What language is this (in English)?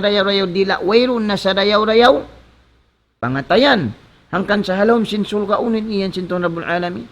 Tausug